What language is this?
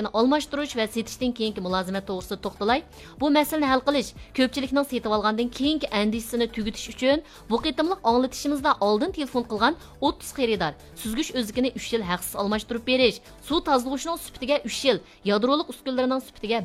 Uyghur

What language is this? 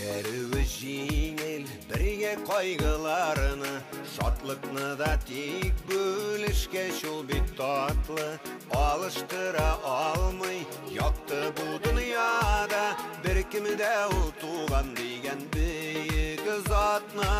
Bashkir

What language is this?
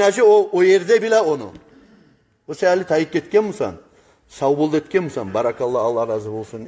Kumyk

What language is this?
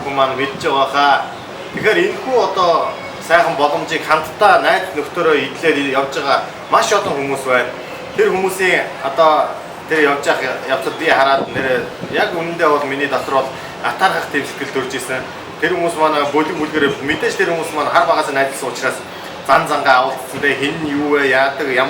Mongolian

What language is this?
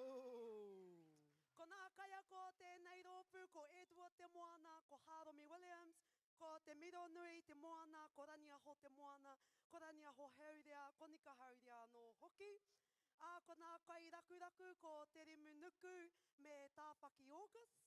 Māori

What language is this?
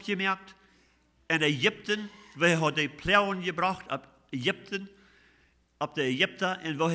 Plautdietsch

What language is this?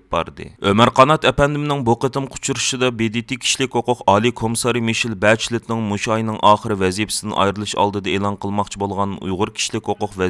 Uyghur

